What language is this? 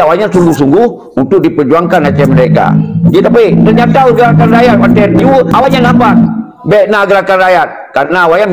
Achinese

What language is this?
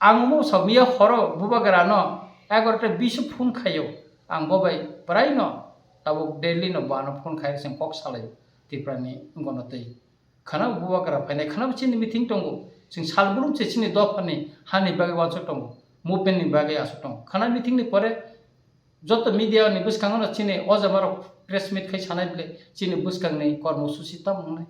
Kok Borok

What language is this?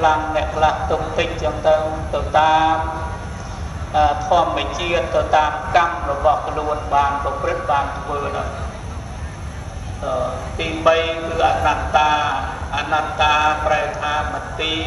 Khmer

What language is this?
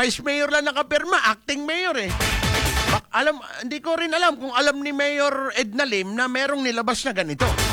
Filipino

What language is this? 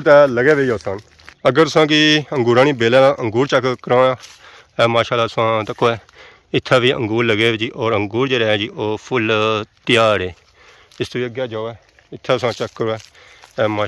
Pahari-Potwari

